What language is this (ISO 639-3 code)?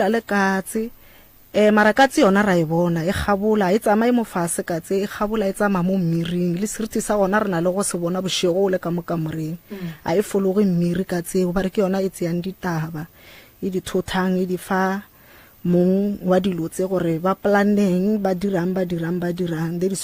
nso